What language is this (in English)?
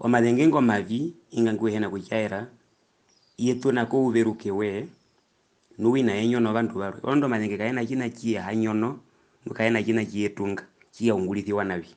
Herero